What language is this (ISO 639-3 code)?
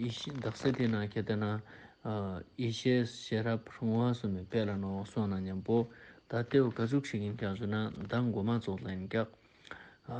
lbj